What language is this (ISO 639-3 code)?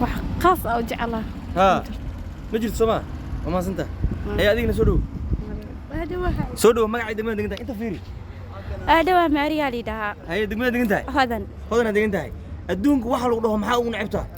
som